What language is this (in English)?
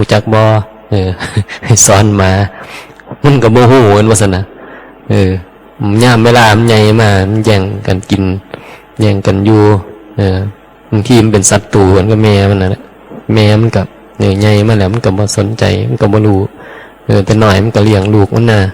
Northeastern Thai